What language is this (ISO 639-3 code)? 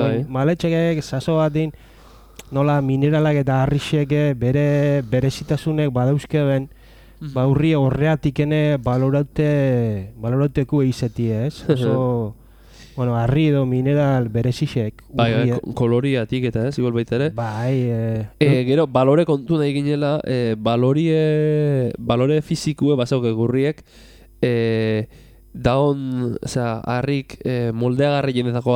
eus